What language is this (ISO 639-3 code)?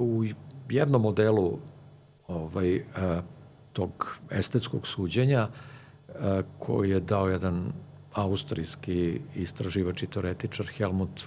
srp